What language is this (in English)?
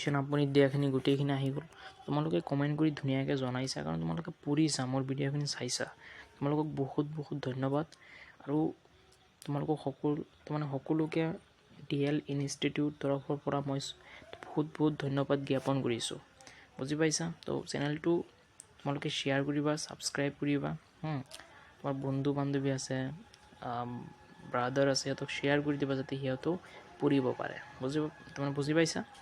Assamese